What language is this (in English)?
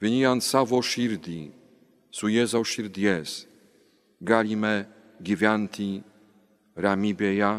Lithuanian